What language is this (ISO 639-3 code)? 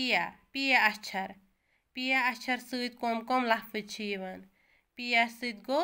kas